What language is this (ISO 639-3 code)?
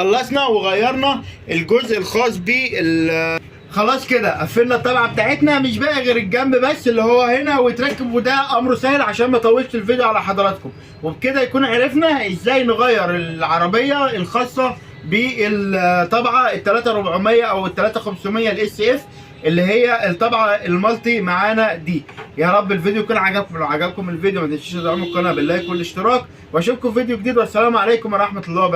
arz